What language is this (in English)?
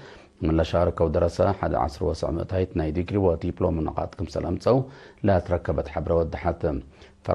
Tigre